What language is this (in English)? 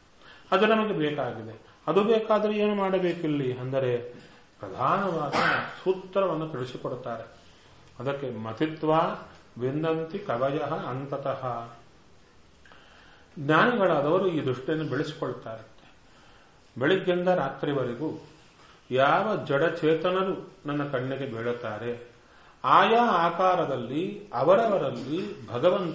Kannada